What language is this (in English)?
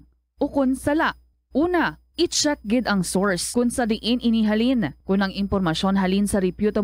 Hiligaynon